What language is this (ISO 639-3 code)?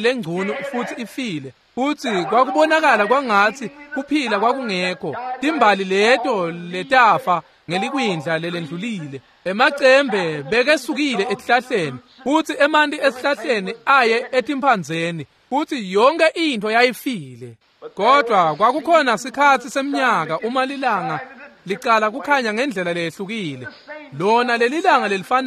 ssw